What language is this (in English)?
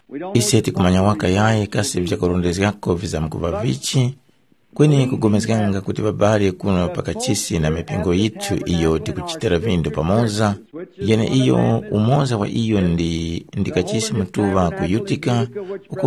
Tumbuka